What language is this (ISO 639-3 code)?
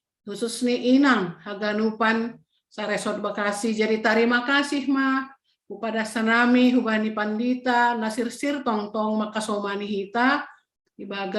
bts